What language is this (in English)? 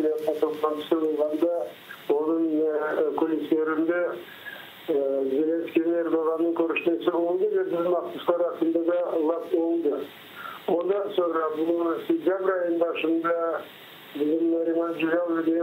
Crimean Tatar